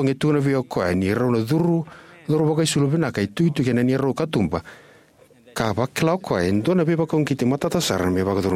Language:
Fijian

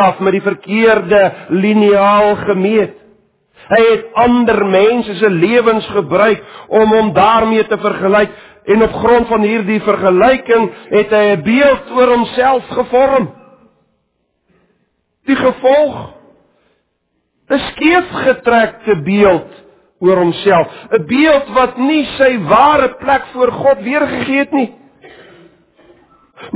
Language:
Afrikaans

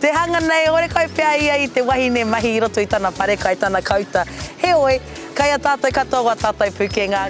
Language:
Māori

